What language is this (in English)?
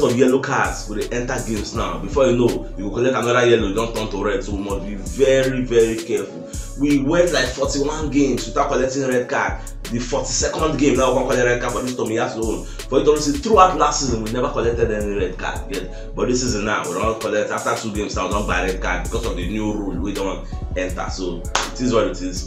Nigerian Pidgin